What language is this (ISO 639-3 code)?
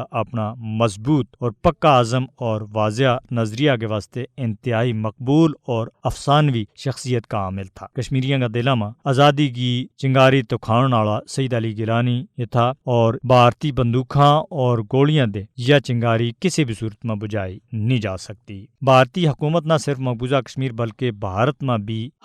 gju